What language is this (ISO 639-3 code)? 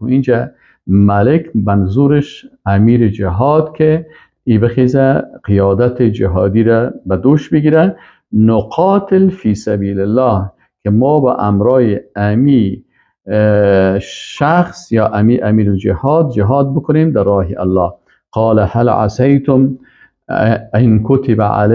fas